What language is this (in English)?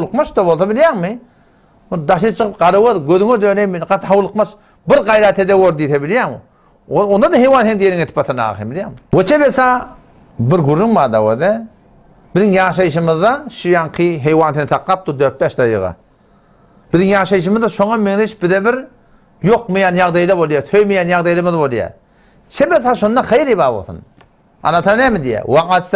Turkmen